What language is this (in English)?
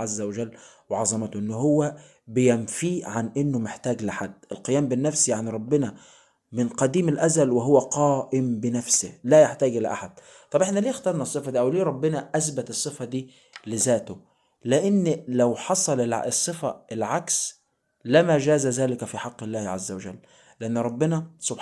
Egyptian Arabic